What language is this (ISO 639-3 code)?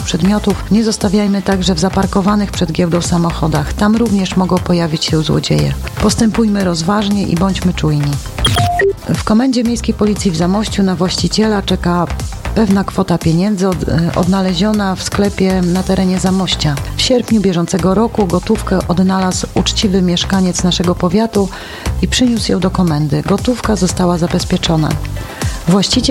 pol